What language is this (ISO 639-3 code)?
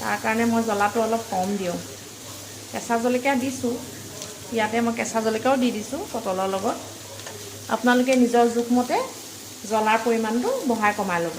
asm